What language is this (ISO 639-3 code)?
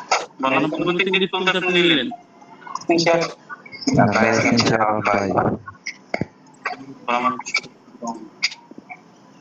ben